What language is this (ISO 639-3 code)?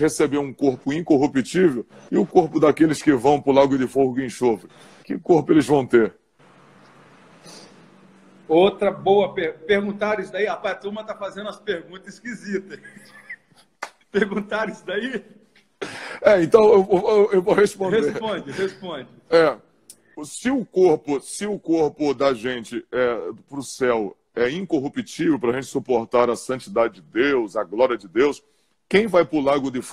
por